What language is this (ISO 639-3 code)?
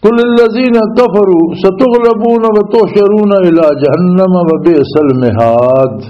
lah